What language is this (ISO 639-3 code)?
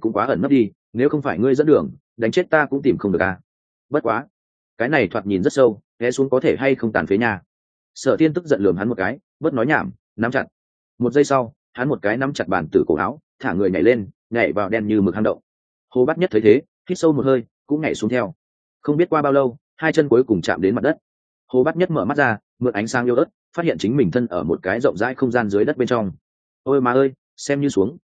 vie